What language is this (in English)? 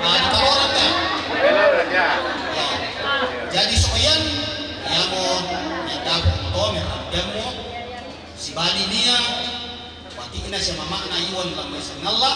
Toraja-Sa'dan